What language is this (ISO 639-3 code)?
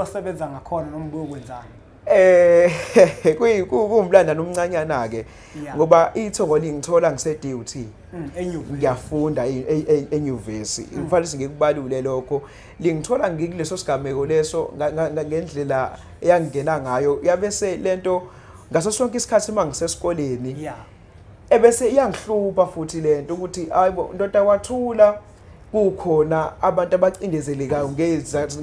zul